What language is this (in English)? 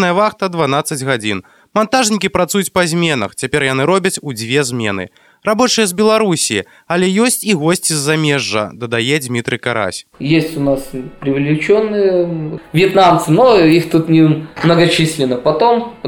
Belarusian